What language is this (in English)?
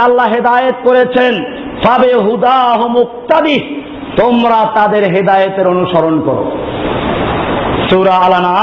Bangla